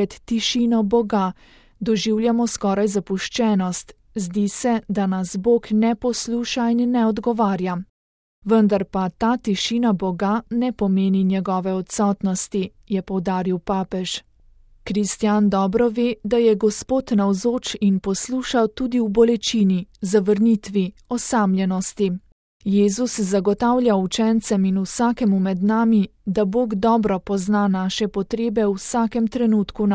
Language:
Slovenian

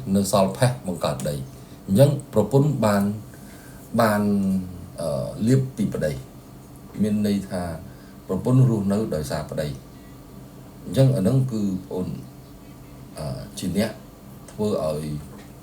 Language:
Khmer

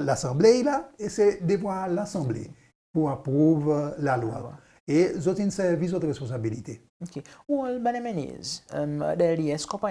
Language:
Seselwa Creole French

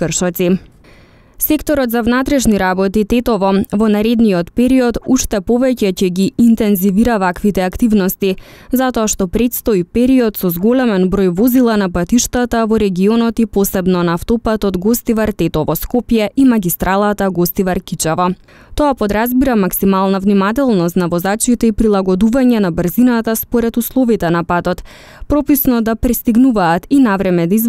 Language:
Macedonian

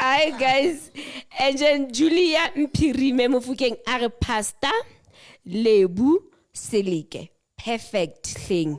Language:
Southern Sotho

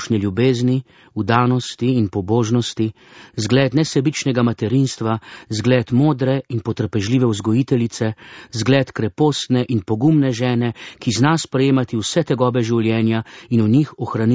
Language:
Slovenian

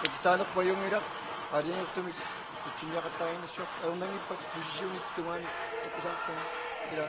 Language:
Kalaallisut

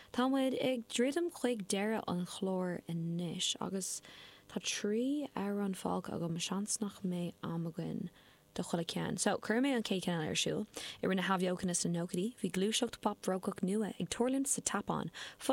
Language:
Irish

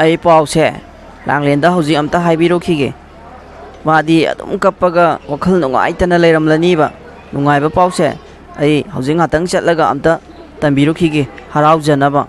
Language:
Manipuri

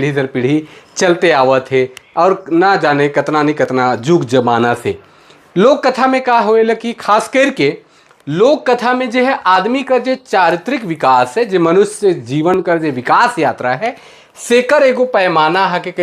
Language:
Sadri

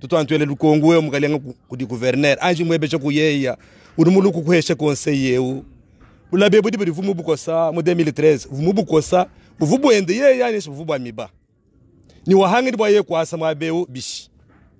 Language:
Luba-Lulua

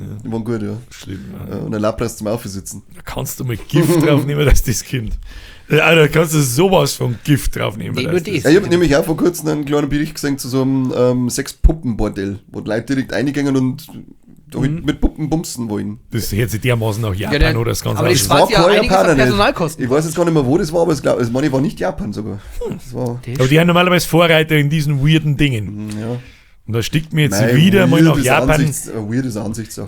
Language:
Bavarian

